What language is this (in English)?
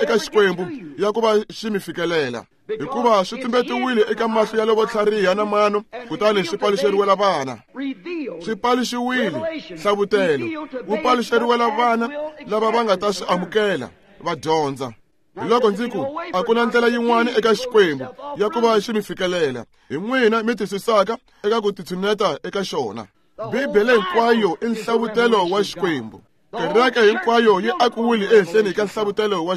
Tsonga